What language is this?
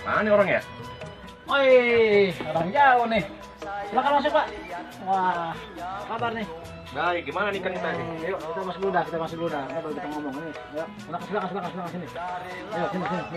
Betawi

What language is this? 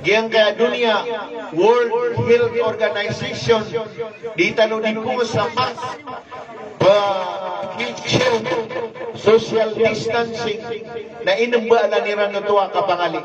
Maranao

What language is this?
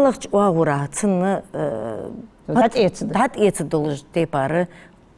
Ingush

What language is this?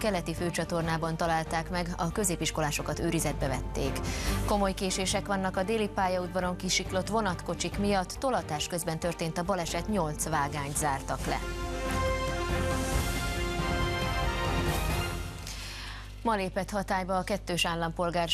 Hungarian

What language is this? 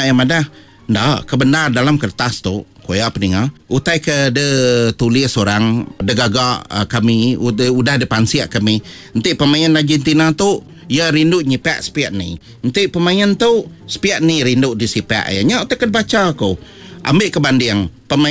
Iban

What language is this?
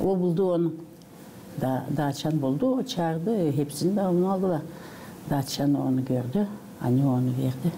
Gagauz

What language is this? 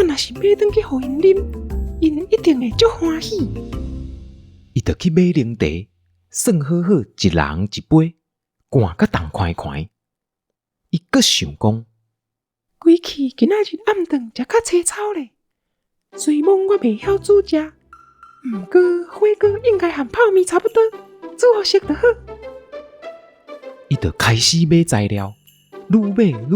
Min Nan Chinese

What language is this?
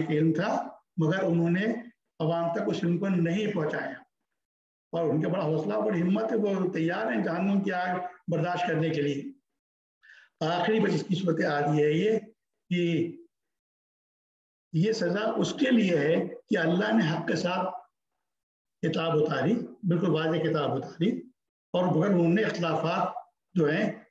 Urdu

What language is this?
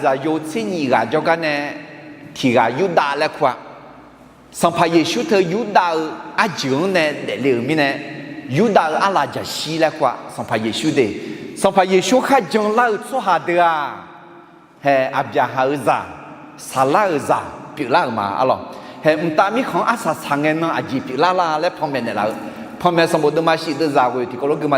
Akha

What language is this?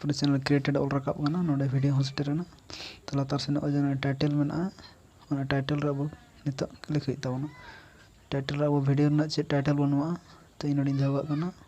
Santali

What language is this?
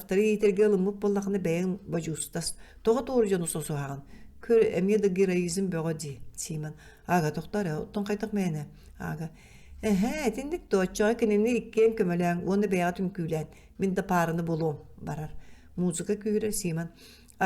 Yakut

